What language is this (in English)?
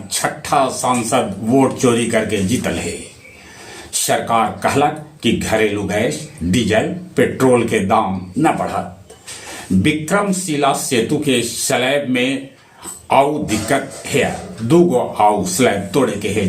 Magahi